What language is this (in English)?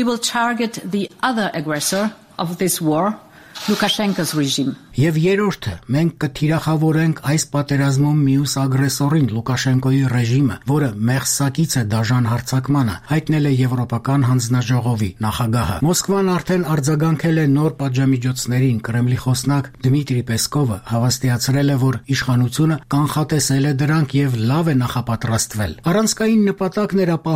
Armenian